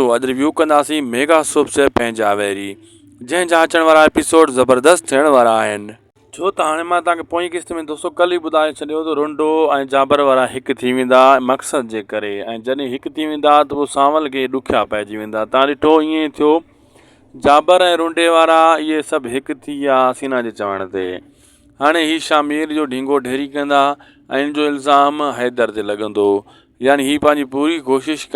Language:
Sindhi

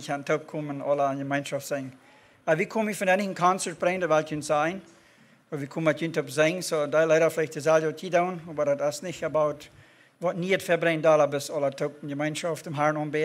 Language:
Plautdietsch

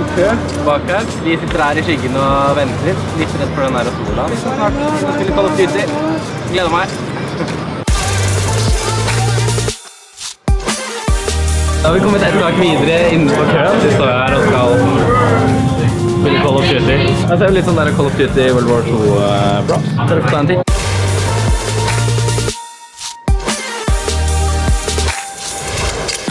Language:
Norwegian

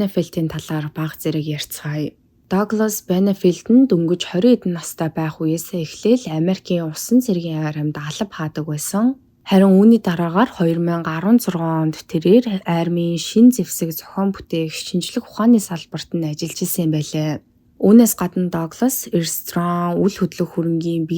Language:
Mongolian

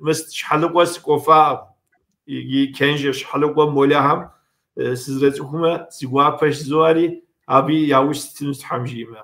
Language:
Kabardian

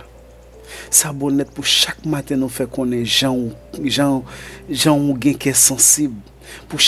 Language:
Haitian Creole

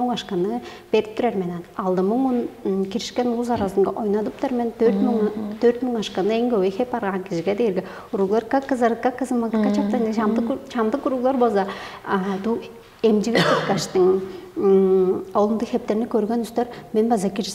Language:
Tuvinian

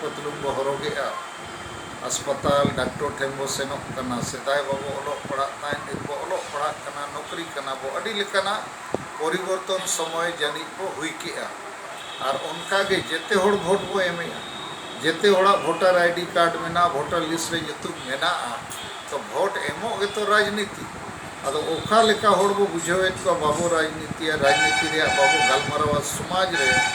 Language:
Santali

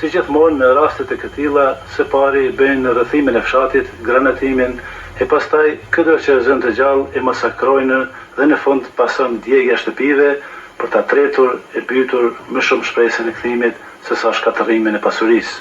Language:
Albanian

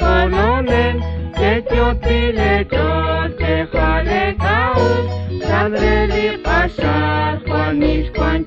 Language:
Kekchí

